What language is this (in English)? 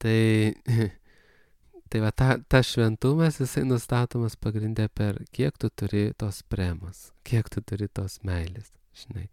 Lithuanian